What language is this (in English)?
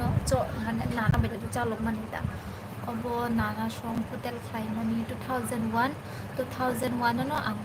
Kok Borok